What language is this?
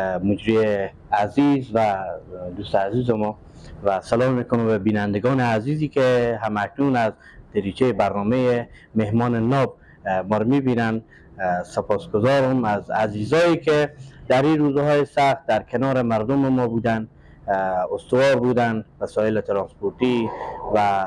Persian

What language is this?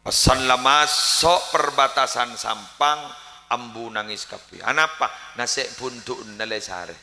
Madurese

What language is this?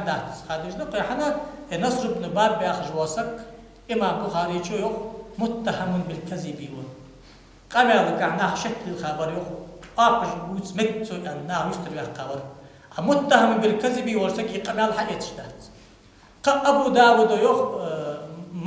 Ingush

